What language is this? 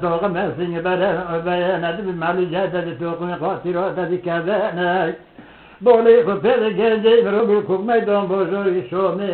Kurdish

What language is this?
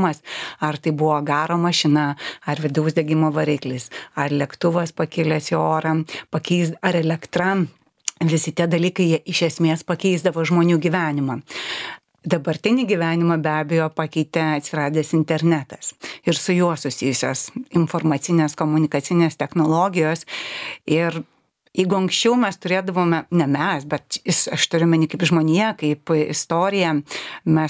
Lithuanian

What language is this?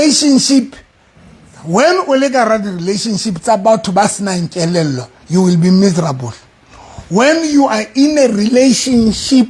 Southern Sotho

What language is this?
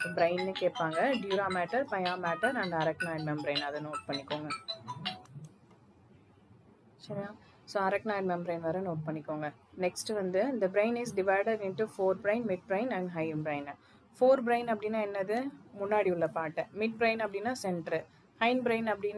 Tamil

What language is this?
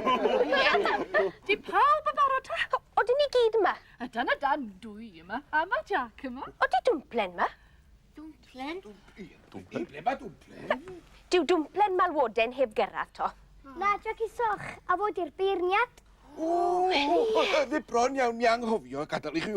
Welsh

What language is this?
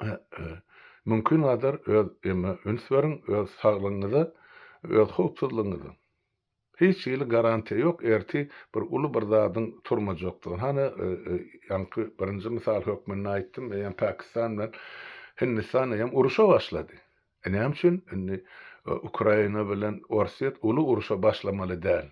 Turkmen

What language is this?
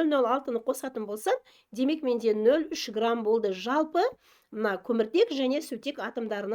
Kazakh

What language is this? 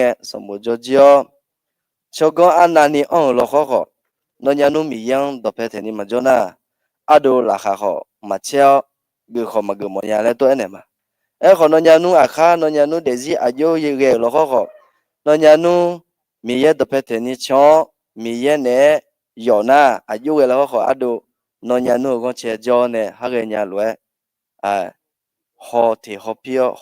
Akha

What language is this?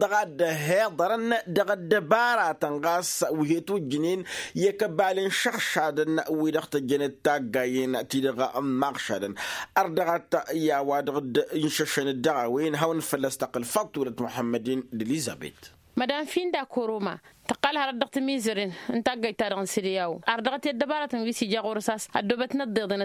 Tamasheq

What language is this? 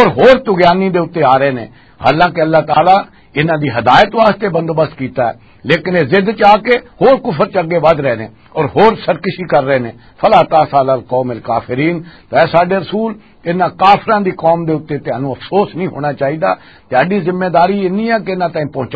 Western Panjabi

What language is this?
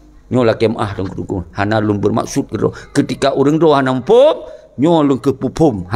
Achinese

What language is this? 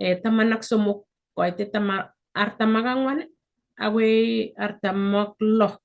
Kalenjin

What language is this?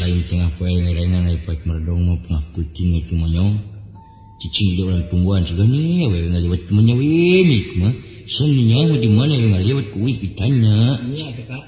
Sundanese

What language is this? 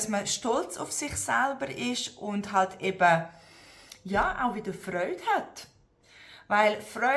Swiss German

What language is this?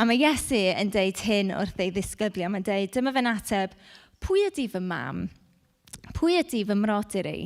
Welsh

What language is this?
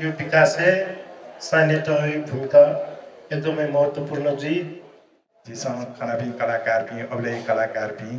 Newari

